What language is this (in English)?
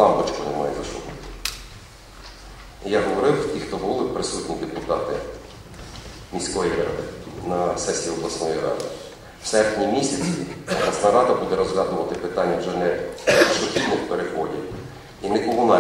Ukrainian